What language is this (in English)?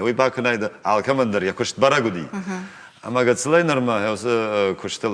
Ossetic